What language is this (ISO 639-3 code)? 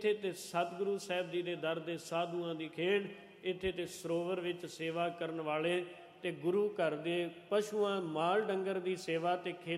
pan